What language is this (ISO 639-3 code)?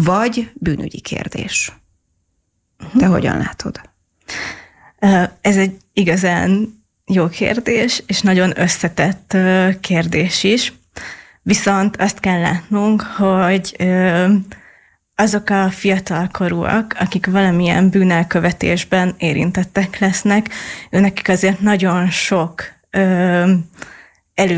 hun